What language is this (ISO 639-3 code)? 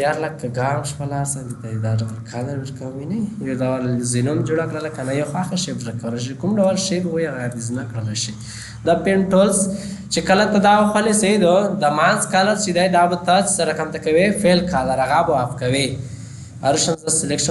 pus